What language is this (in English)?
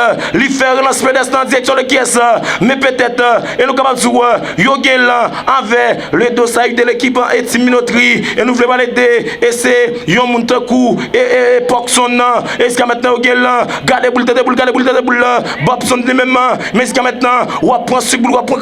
Haitian Creole